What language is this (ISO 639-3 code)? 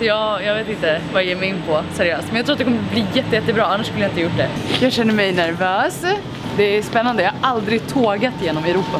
swe